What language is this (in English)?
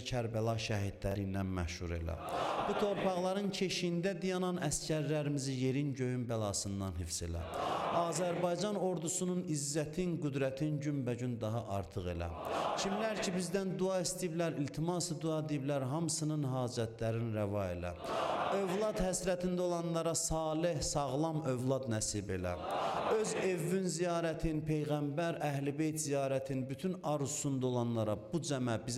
Azerbaijani